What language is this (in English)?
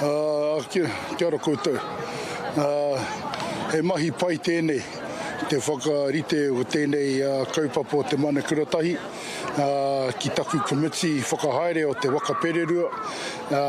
Māori